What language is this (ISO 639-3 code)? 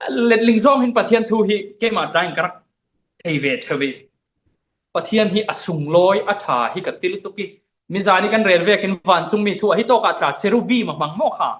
cfm